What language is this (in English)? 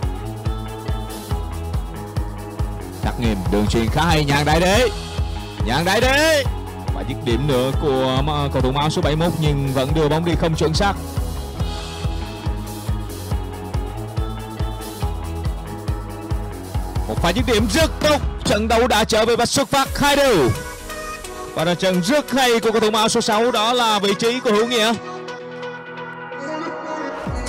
Vietnamese